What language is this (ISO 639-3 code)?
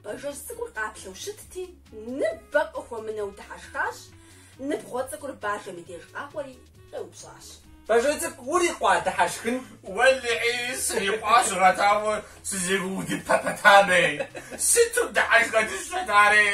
kbd